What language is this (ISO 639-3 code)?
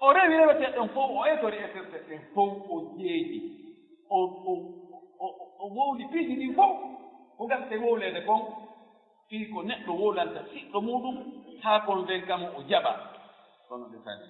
ful